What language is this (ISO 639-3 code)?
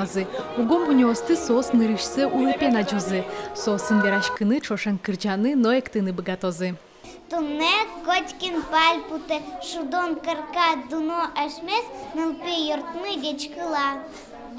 udm